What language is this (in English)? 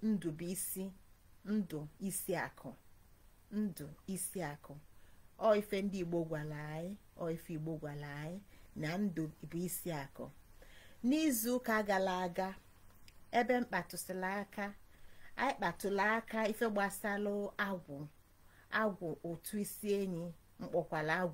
Igbo